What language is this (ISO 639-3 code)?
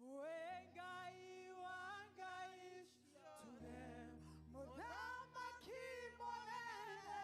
kik